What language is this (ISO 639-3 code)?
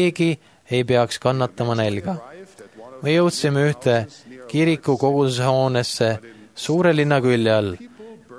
est